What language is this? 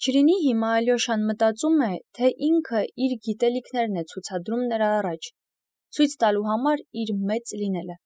Armenian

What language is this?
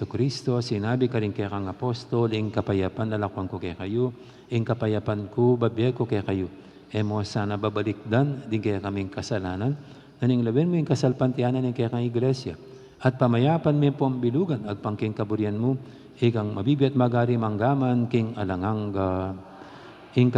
Pampanga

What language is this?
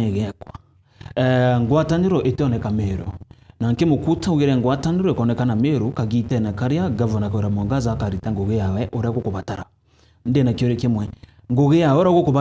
Meru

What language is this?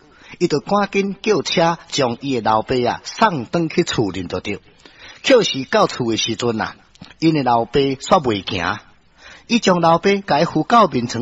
Min Nan Chinese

